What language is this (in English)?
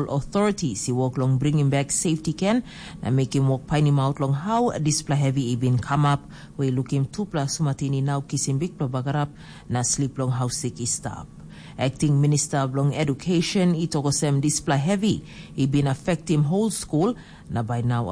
Tok Pisin